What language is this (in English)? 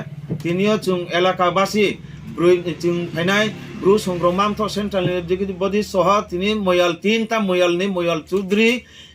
Riang (India)